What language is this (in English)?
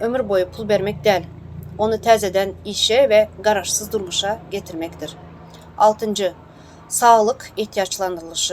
Turkmen